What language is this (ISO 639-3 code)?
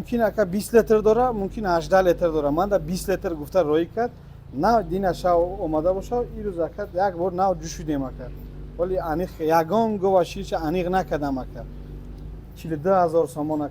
tgk